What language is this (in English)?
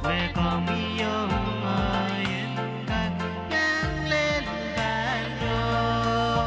Pohnpeian